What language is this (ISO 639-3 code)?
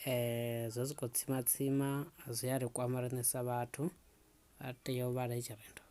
ven